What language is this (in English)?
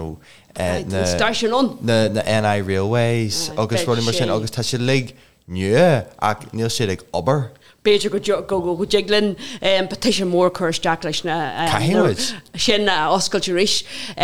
Irish